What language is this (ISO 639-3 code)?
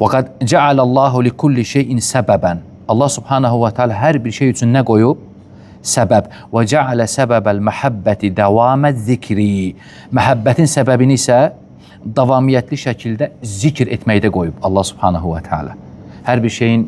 aze